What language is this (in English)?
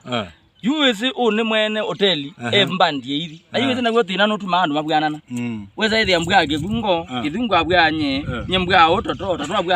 Kamba